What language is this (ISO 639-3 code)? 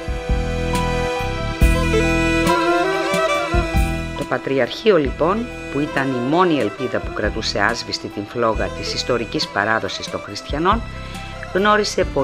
ell